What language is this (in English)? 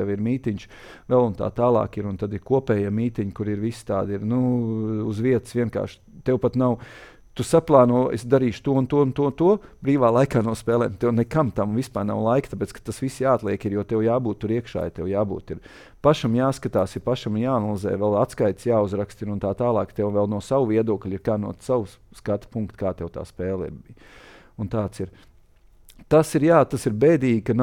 Latvian